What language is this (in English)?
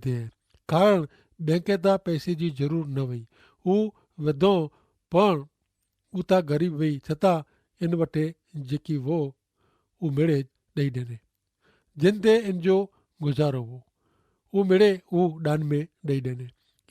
Kachhi